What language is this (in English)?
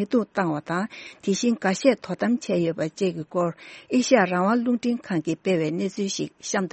Tibetan